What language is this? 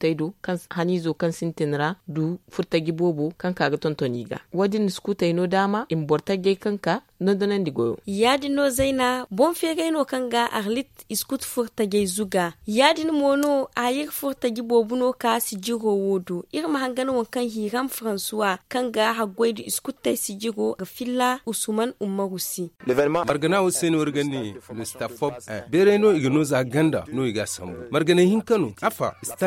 Zarma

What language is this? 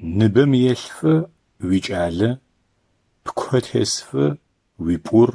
Adyghe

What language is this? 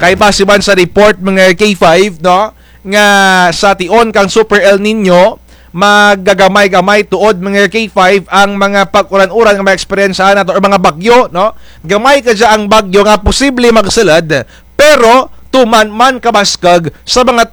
Kinaray-a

